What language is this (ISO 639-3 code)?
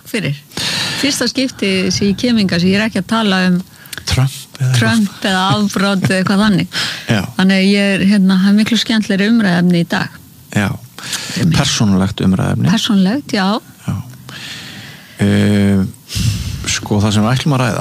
isl